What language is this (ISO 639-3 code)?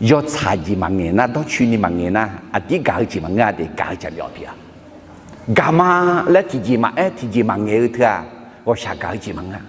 ahk